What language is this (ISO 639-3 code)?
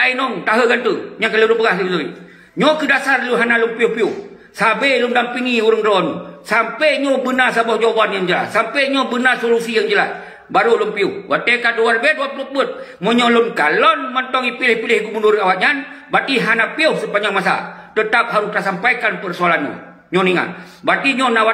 ace